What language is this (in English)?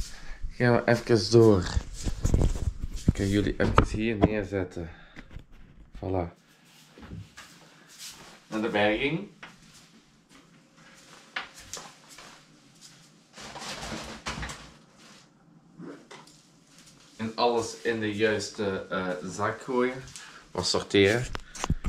Dutch